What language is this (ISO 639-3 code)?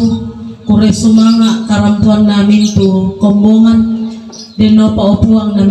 sda